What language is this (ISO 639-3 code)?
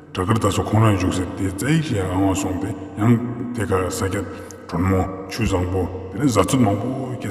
bod